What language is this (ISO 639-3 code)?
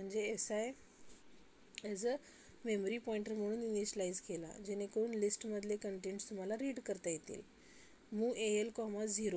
mar